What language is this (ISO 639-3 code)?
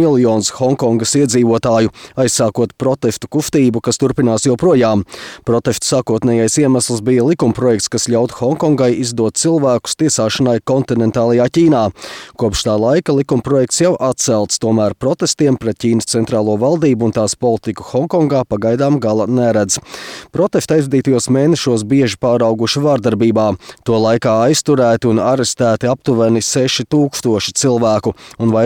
lav